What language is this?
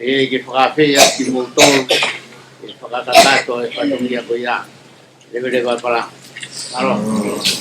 Tongan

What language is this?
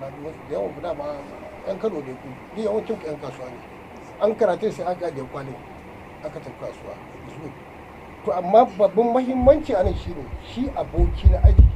Hausa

